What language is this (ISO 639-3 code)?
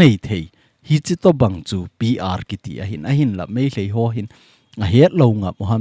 tcz